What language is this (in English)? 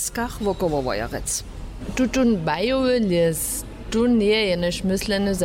Upper Sorbian